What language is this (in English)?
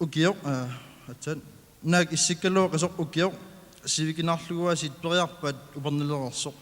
Kalaallisut